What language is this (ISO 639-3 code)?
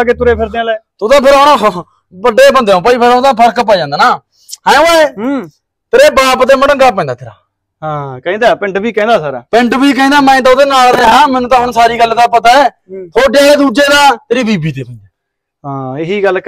pan